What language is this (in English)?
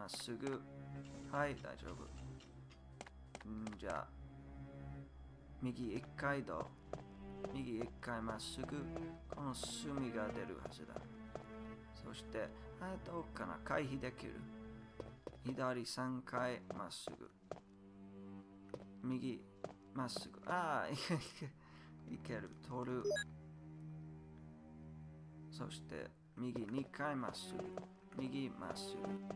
Japanese